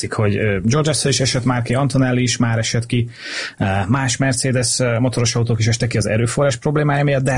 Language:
Hungarian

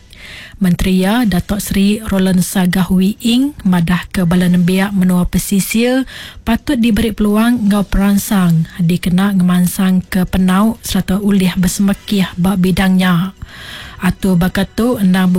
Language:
Iban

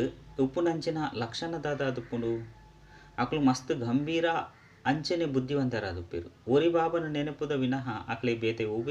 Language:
Tulu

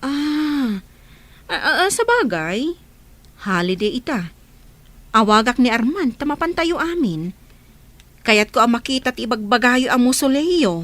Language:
Iloko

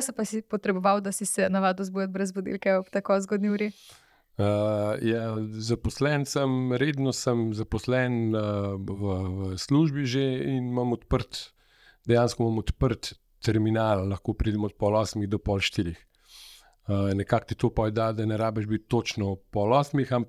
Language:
Slovenian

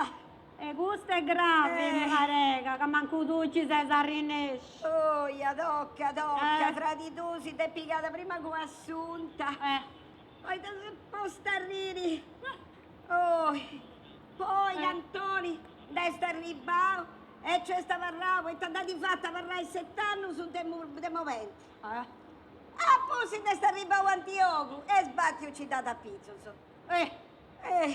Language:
Sardinian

